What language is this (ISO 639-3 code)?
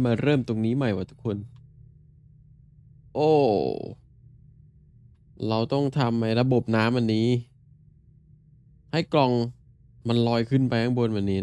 tha